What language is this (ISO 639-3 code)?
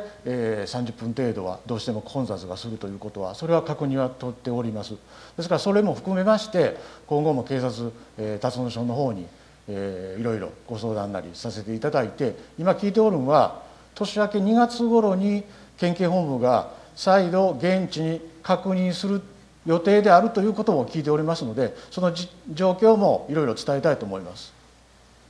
jpn